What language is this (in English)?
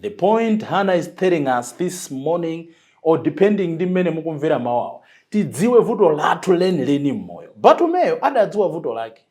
Nyanja